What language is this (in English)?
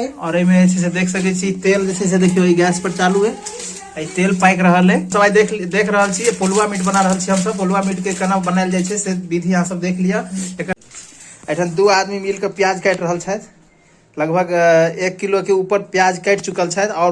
Maithili